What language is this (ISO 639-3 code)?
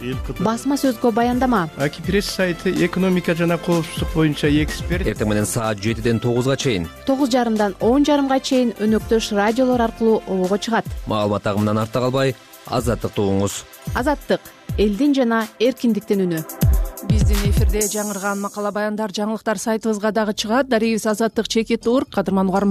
kir